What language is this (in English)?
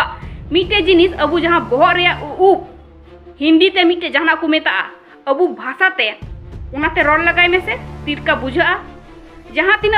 Santali